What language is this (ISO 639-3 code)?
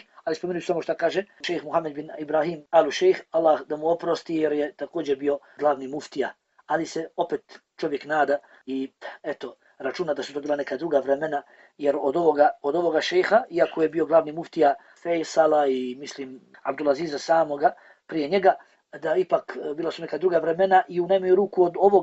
bos